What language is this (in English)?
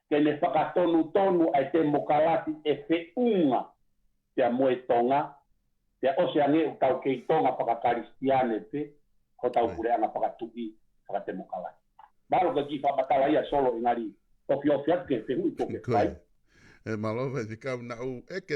Tongan